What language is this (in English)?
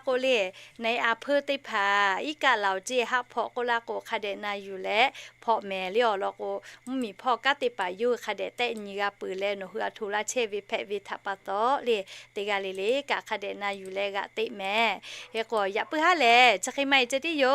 Lahu